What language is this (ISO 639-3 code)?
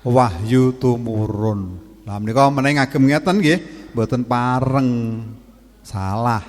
jav